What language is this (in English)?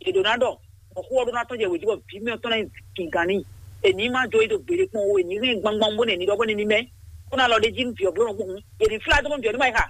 Fon